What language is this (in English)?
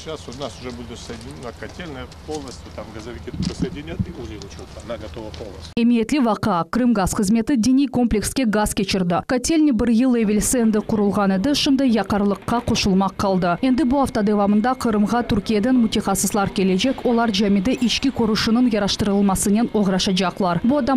Crimean Tatar